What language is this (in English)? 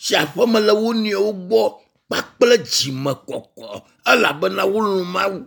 Ewe